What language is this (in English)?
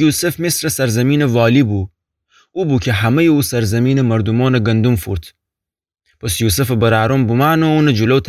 Gilaki